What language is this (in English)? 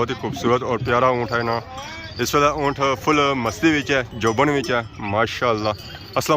Pahari-Potwari